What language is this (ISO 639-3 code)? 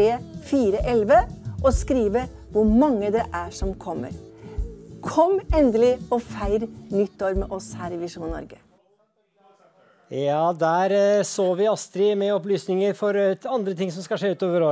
nor